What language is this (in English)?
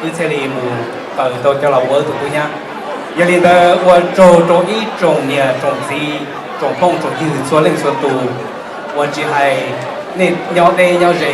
Hmong